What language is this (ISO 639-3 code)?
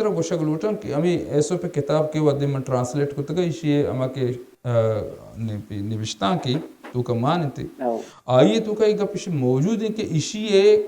bal